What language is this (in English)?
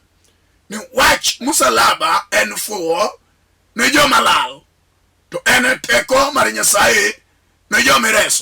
Luo (Kenya and Tanzania)